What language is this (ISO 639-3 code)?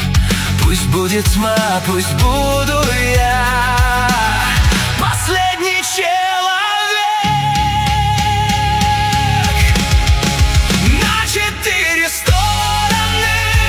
rus